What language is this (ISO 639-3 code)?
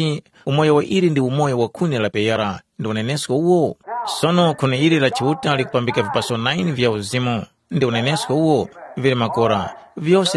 tum